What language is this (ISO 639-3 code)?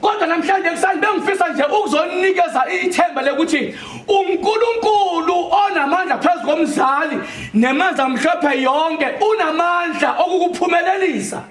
zul